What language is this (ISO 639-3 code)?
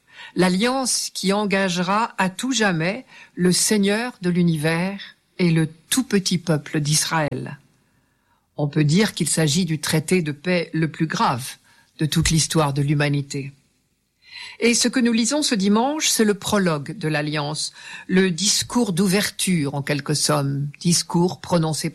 fra